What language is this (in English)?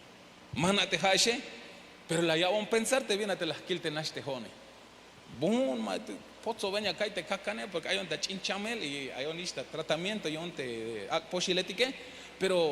Tzeltal